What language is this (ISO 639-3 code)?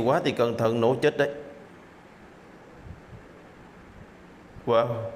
vie